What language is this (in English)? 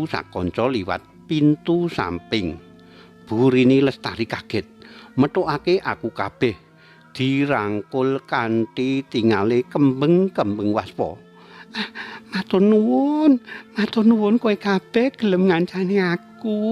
Javanese